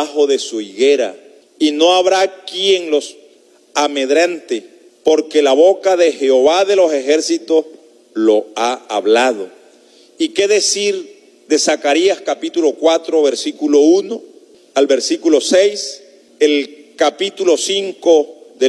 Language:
Spanish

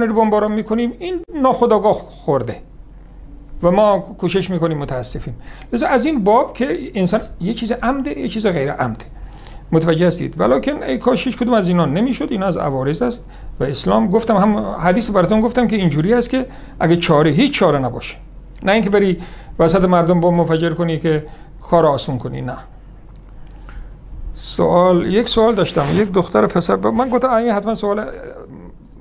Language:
Persian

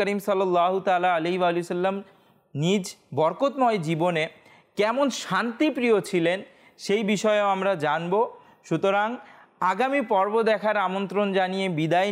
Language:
Bangla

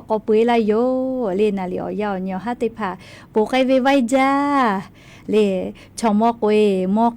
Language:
Lahu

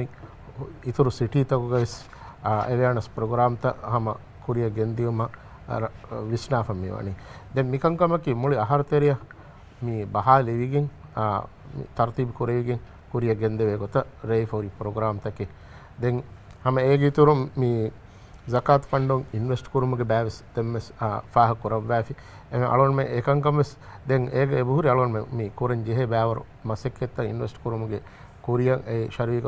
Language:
Divehi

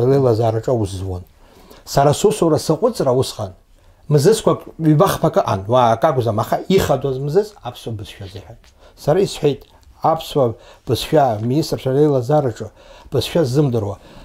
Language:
Abkhazian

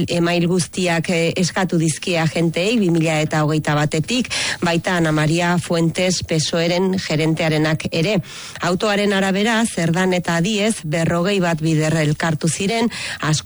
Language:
Basque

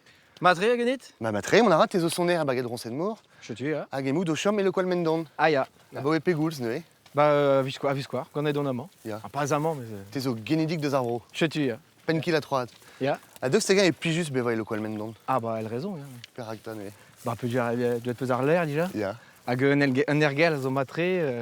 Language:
Breton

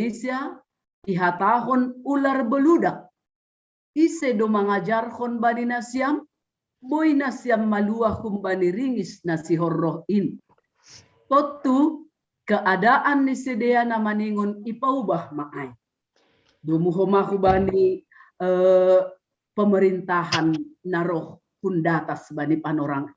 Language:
Batak Simalungun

